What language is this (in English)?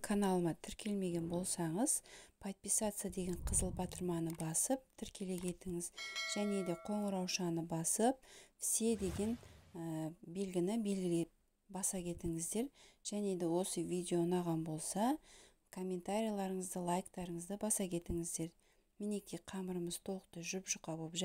Kazakh